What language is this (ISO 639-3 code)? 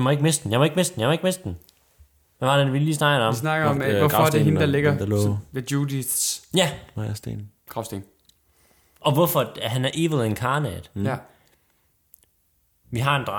dan